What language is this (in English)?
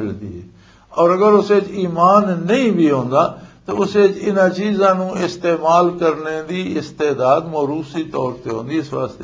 Western Panjabi